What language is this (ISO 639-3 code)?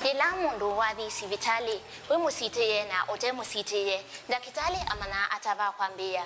kam